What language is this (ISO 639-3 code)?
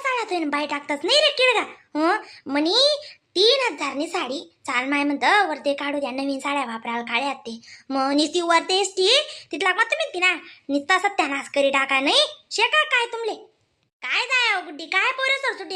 khn